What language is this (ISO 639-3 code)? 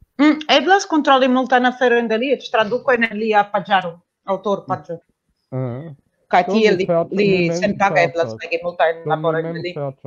epo